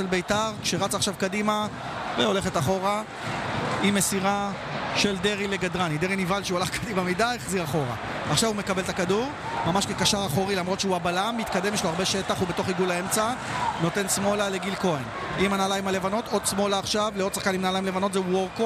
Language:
Hebrew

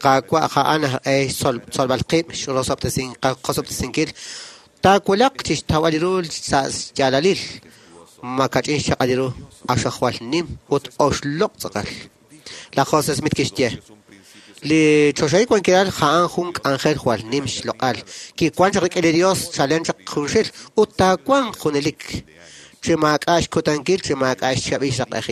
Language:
Kekchí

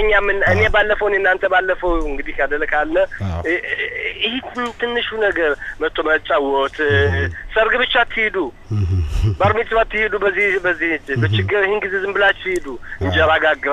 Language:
Amharic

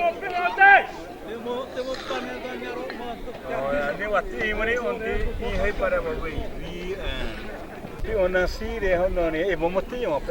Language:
Xavánte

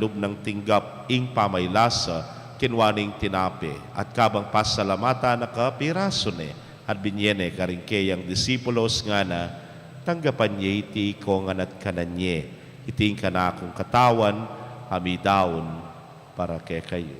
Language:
Pampanga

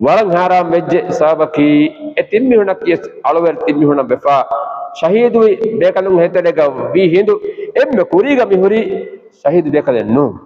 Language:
Divehi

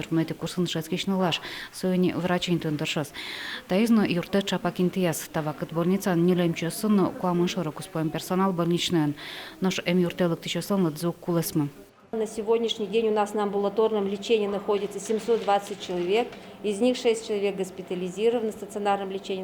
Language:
Udmurt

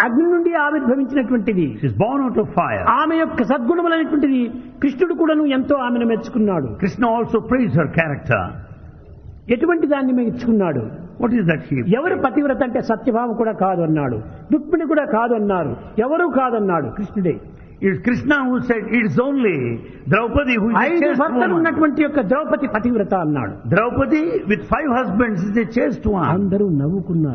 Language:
Telugu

